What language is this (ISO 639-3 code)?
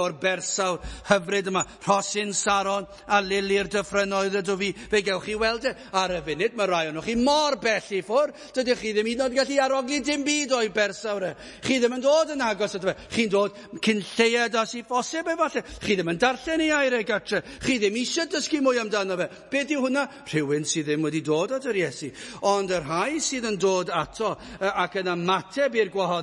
cym